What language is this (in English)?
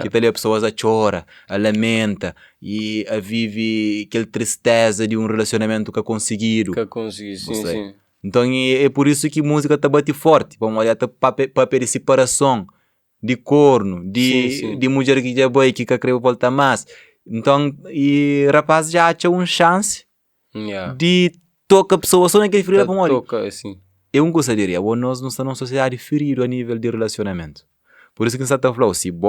Kabuverdianu